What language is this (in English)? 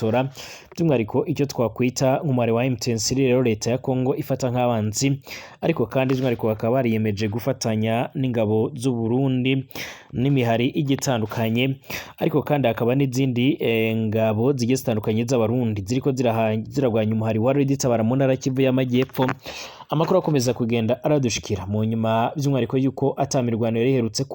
Rundi